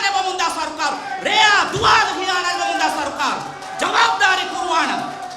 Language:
Divehi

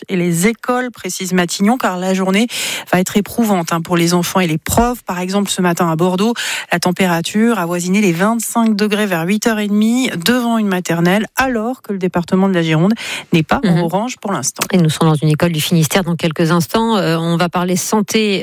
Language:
French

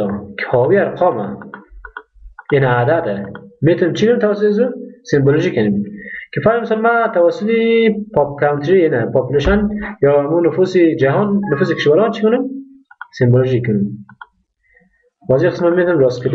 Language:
Persian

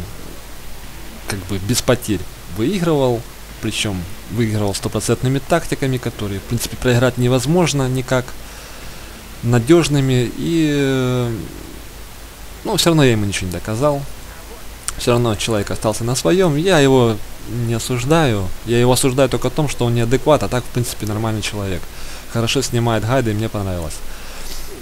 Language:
Russian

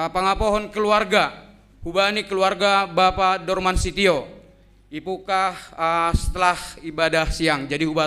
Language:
Batak Simalungun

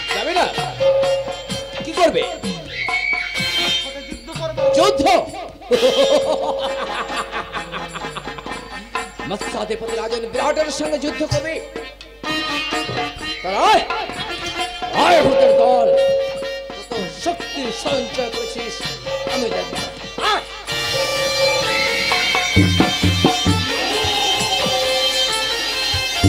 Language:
Bangla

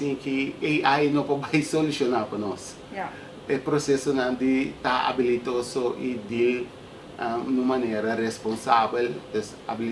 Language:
Papiamento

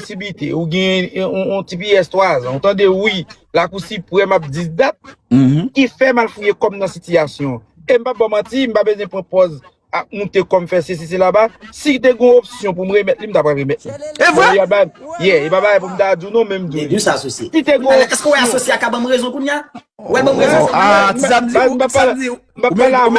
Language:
Haitian Creole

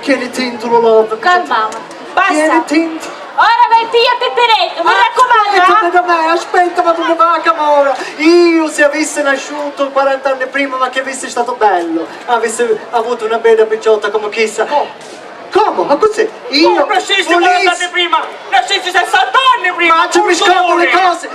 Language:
Sicilian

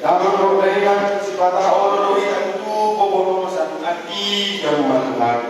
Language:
Batak Toba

